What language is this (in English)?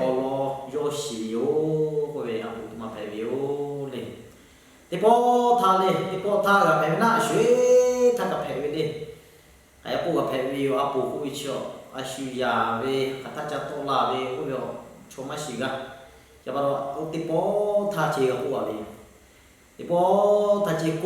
Lahu